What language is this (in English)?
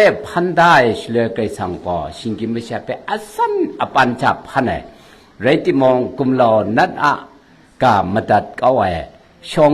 Kachin